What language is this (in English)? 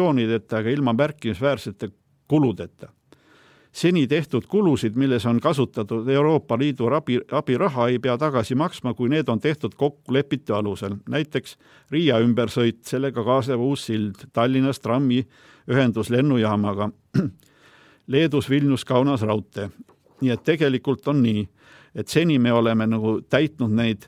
Estonian